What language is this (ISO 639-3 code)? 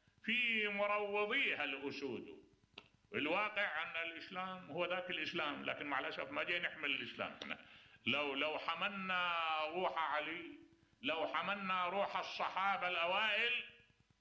acm